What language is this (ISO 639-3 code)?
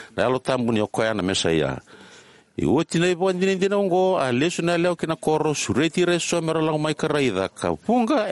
fij